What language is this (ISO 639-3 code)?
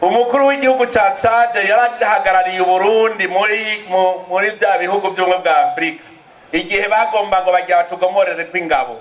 run